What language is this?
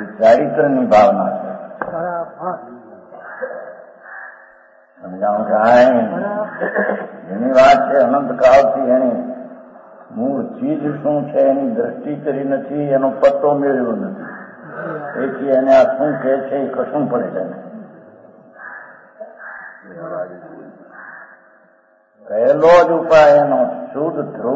Gujarati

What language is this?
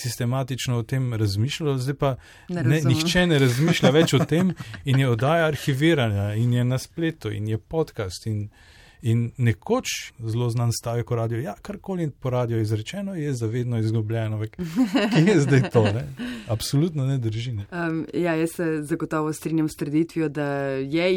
Slovenian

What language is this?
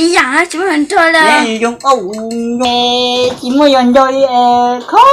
Hmong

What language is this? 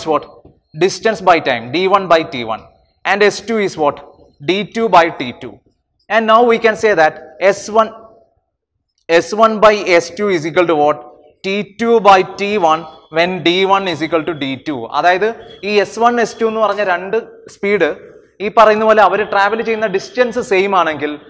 Malayalam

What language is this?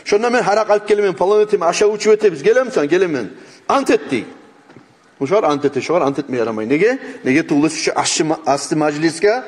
Kumyk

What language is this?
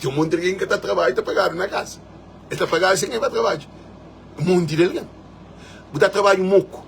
Kabuverdianu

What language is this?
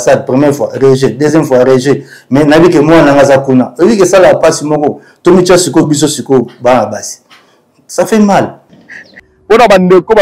Lingala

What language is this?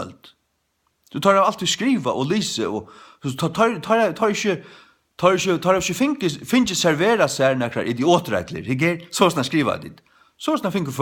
Faroese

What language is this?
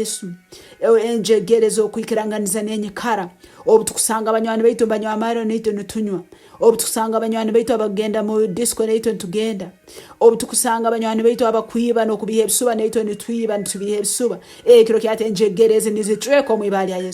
Nyankole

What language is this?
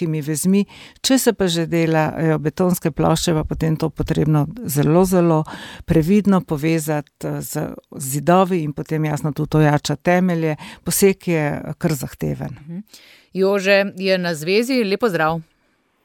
Slovenian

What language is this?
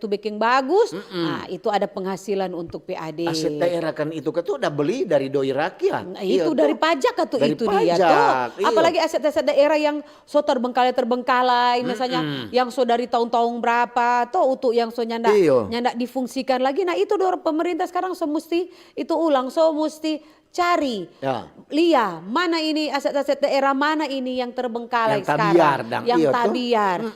Manado Malay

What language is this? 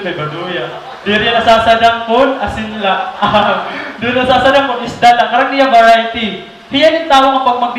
Waray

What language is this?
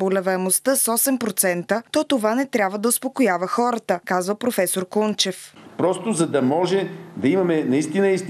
Bulgarian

